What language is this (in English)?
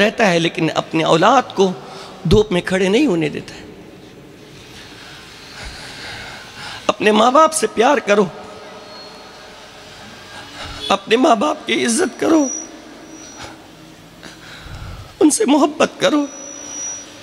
Urdu